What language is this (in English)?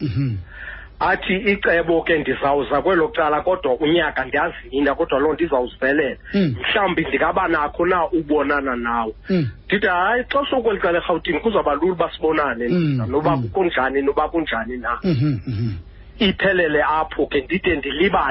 Xhosa